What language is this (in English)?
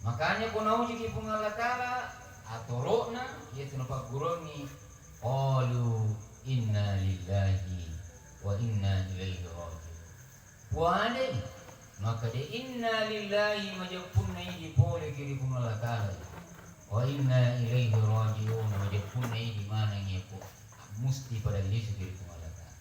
Buginese